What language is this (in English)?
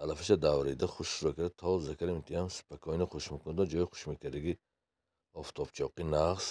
Tajik